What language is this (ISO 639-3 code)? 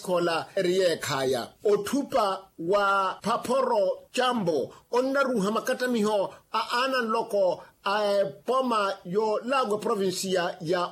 vmw